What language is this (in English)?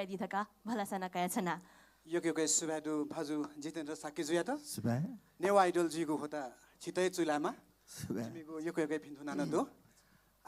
Newari